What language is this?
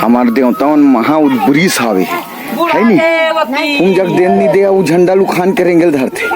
Chhattisgarhi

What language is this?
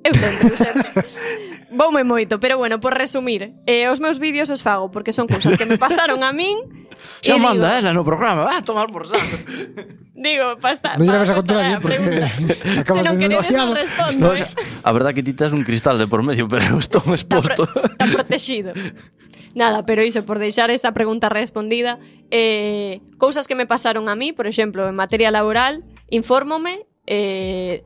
Galician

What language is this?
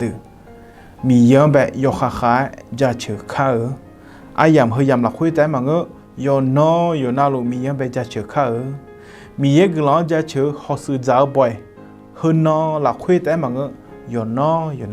Akha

